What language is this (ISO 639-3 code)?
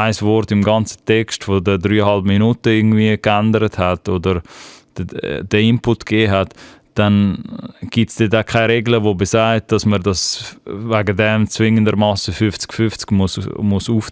gsw